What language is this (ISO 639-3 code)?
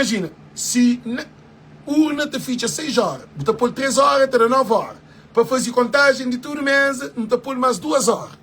kea